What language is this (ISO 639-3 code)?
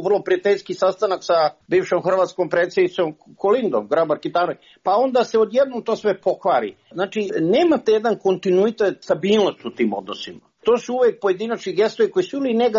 hrv